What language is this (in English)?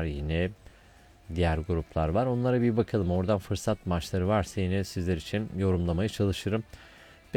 Turkish